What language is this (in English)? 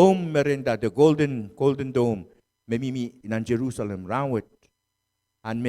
Pohnpeian